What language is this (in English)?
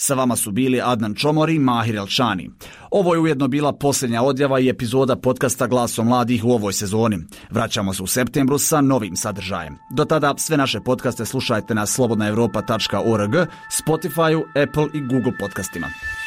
Bosnian